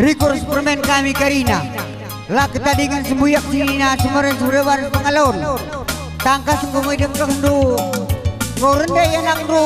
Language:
Batak Karo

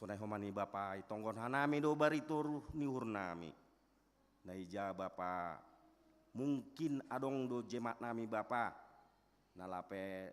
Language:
Batak Simalungun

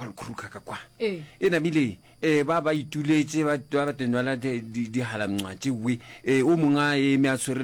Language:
Northern Sotho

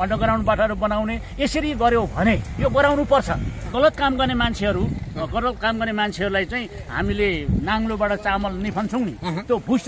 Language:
Nepali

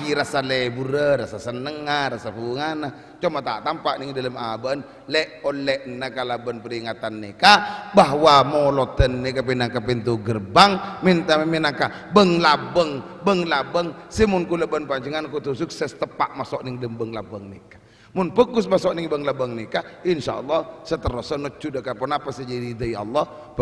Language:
Madurese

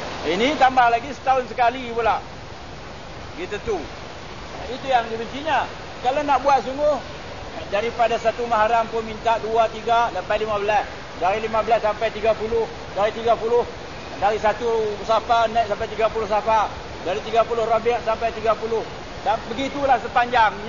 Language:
Malay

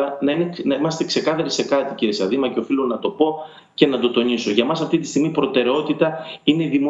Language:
Greek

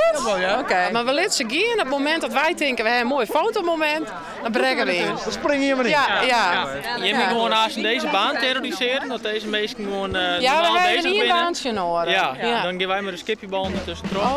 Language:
Western Frisian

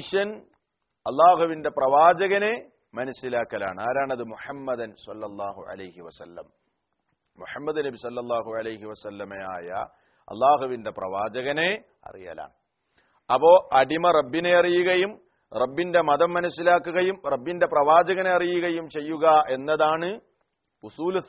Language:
Malayalam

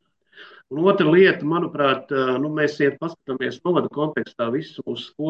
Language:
Latvian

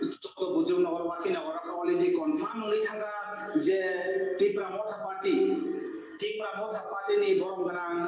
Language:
Kok Borok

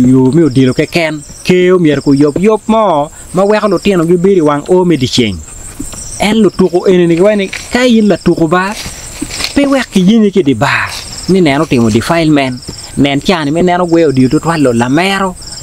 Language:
Acoli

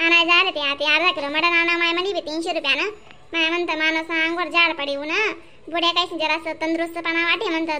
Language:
Khandesi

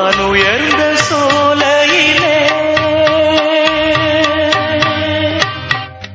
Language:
Tamil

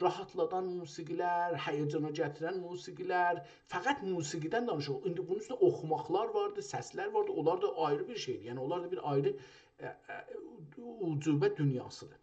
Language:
South Azerbaijani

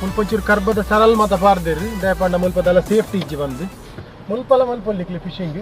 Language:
Tulu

